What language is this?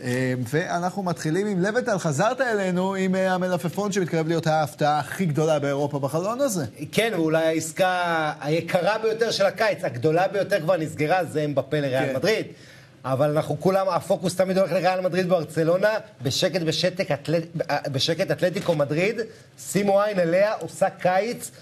Hebrew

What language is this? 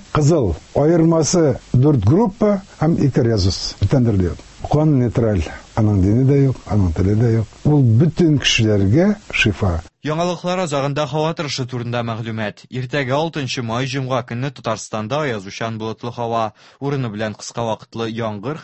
Tatar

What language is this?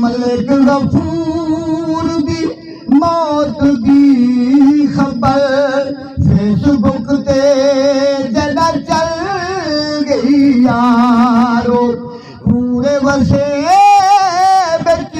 Saraiki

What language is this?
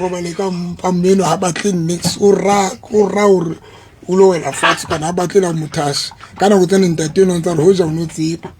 Southern Sotho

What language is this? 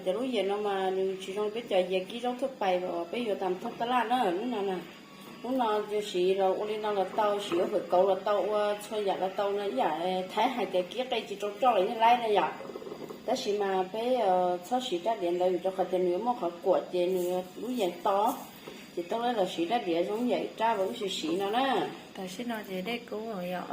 Hmong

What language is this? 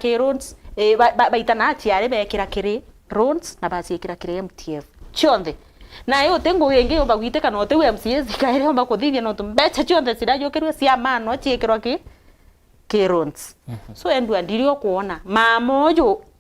Meru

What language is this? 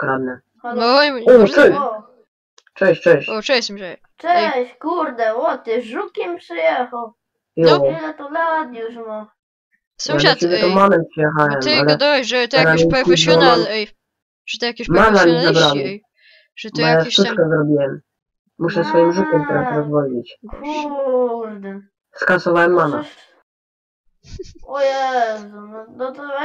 Polish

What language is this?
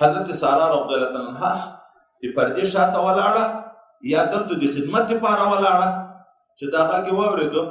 Pashto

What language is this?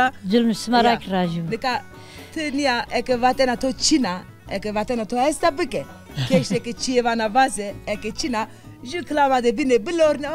Zaza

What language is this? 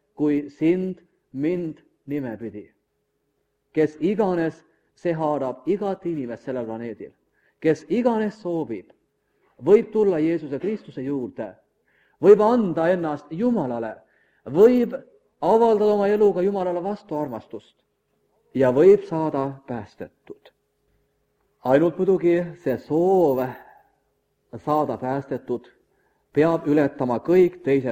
Estonian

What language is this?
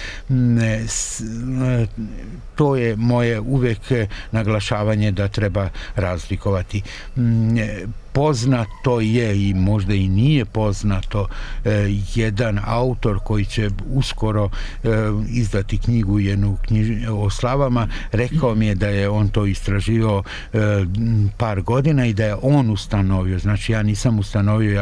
Serbian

